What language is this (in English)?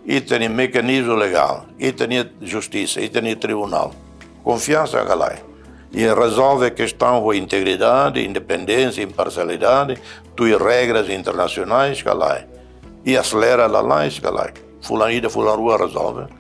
Tetum